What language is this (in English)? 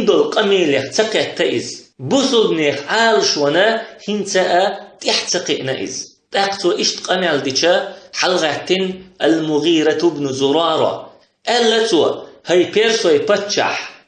Chechen